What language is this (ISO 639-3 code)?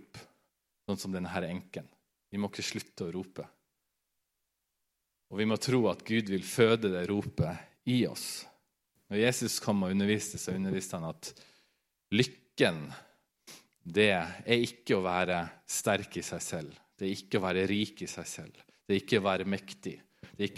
nor